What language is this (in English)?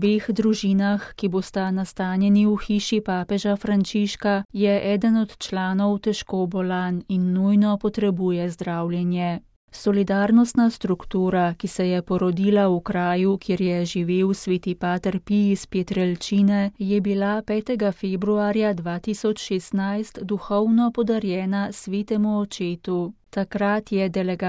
Slovenian